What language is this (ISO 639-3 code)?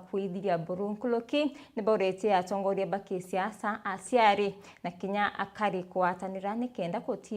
mer